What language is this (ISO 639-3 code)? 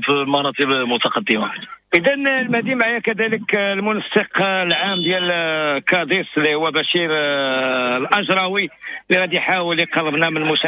ary